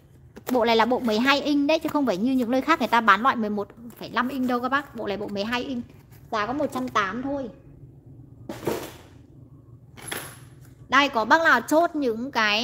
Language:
Vietnamese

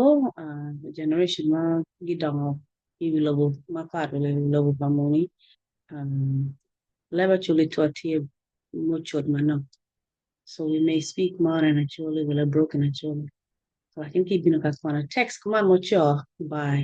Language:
Acoli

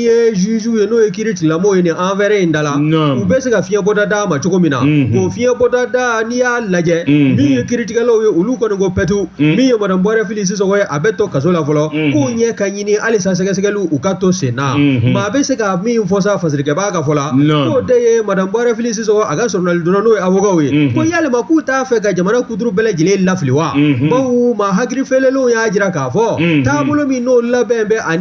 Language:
Bambara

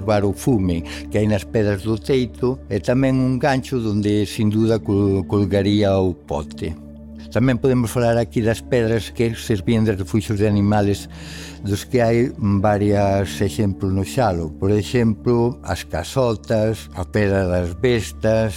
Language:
Galician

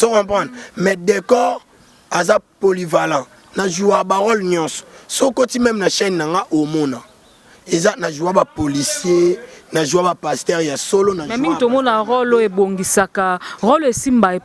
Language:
Lingala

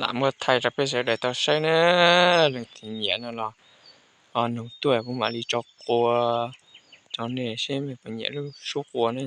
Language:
Hmong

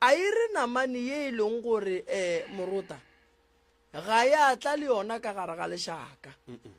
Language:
Northern Sotho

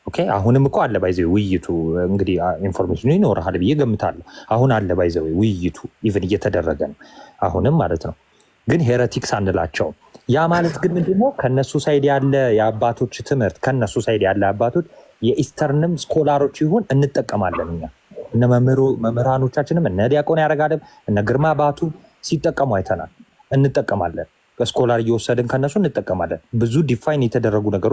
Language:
Amharic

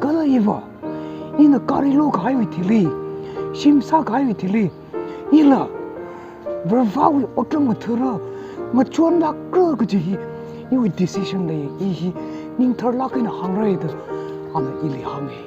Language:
Tangkhul Naga (India)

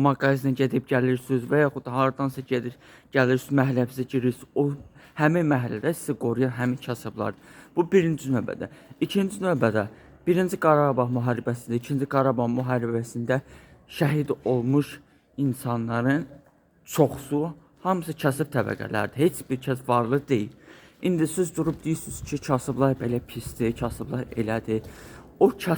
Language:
Azerbaijani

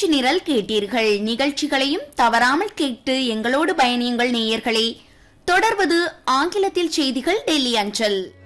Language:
Tamil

